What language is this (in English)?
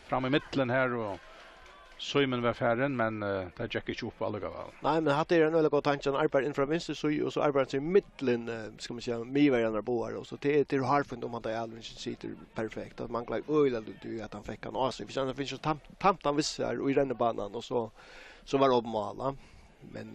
Faroese